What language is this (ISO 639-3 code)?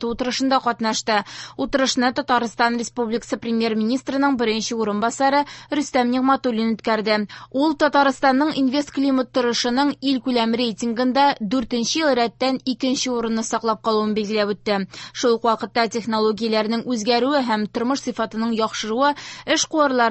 tat